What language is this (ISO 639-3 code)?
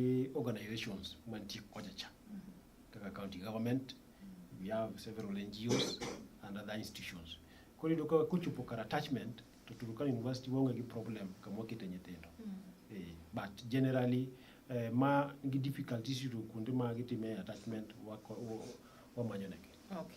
luo